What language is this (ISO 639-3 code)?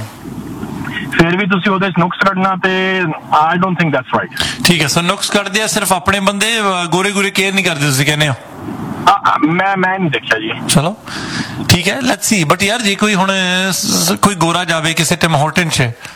pan